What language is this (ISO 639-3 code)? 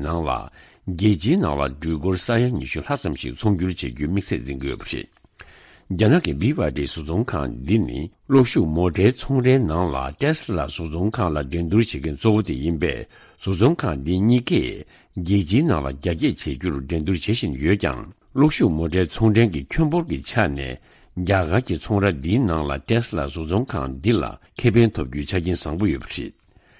bod